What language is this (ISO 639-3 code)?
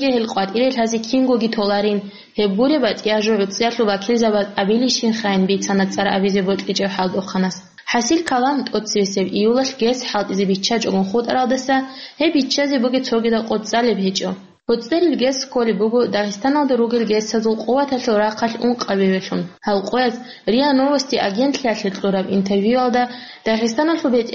ava